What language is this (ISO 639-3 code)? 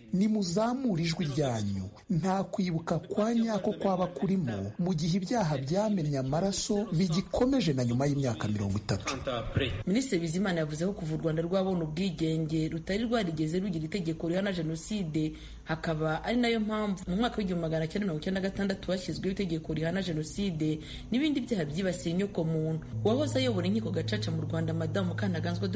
kin